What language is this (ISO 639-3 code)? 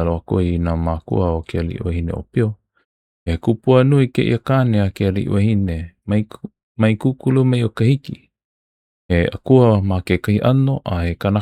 haw